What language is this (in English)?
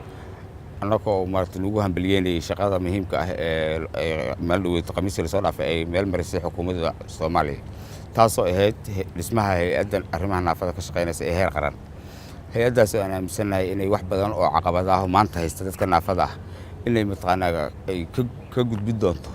Somali